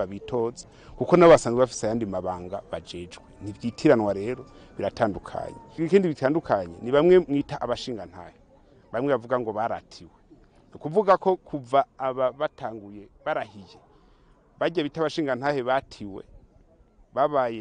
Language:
Rundi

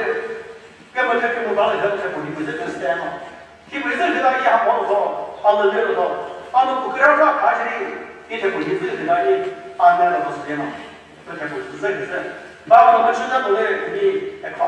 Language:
Chokri Naga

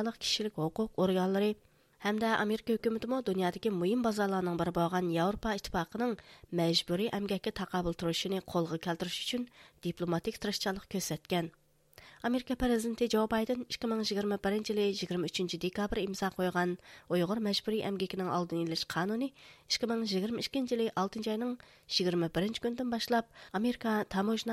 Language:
Uyghur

